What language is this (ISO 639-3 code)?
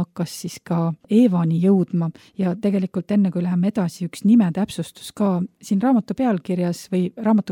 est